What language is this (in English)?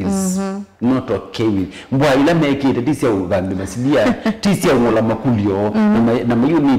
Kamba